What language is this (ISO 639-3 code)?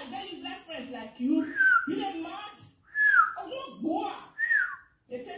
pcm